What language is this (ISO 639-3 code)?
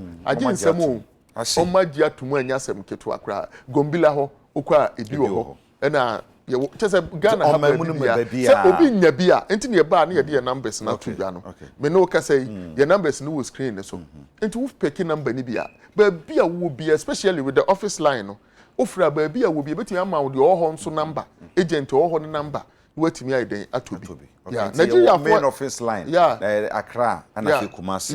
aka